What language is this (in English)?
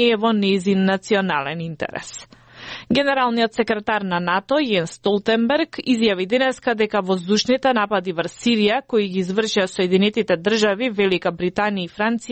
Macedonian